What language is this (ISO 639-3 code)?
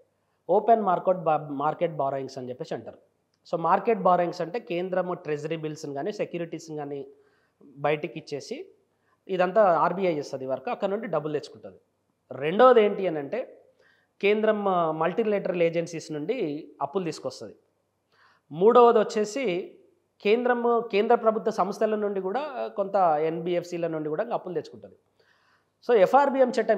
tel